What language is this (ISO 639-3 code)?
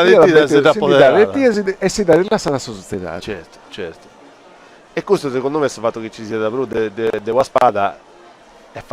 srd